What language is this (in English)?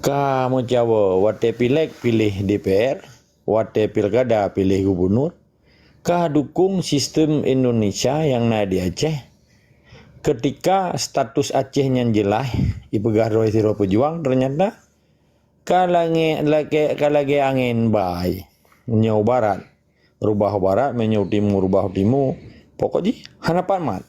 Achinese